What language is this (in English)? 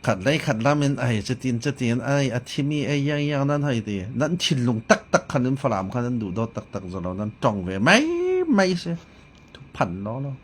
Falam Chin